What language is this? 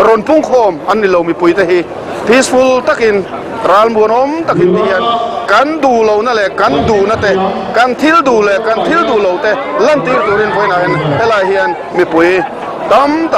Mizo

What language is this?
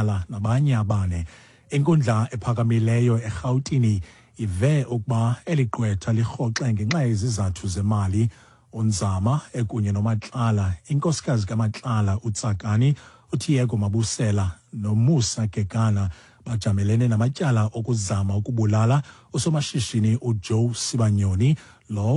Xhosa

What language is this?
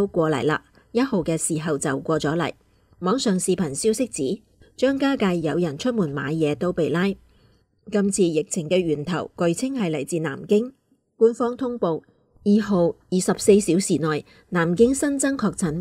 Cantonese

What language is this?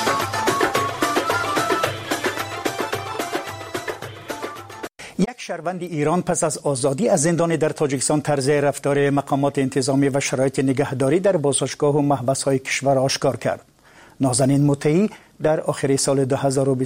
Persian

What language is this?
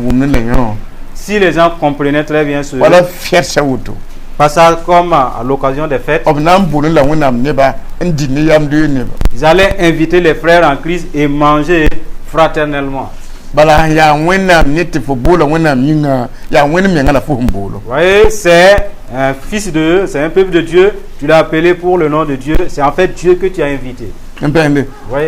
Mossi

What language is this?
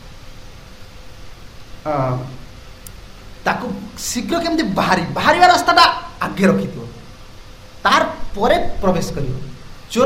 Odia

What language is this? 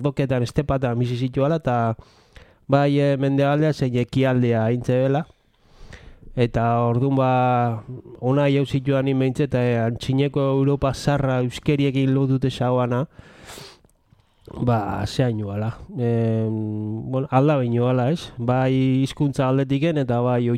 Basque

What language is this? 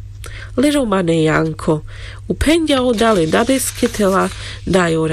Carpathian Romani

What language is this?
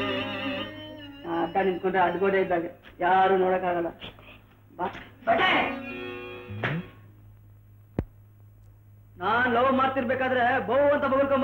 Kannada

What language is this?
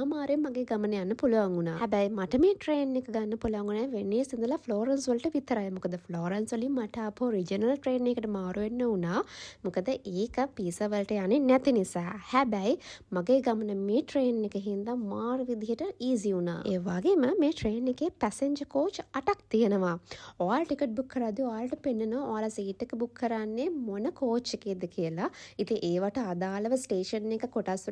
Sinhala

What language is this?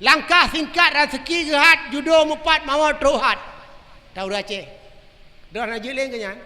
Achinese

